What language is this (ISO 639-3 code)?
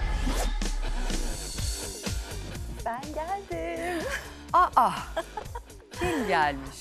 tur